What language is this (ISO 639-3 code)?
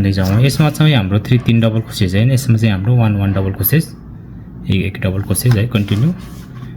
nep